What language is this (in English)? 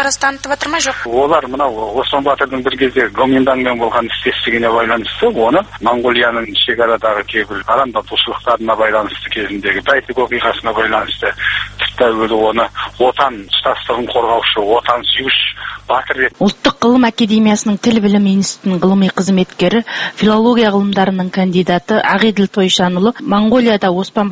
Kazakh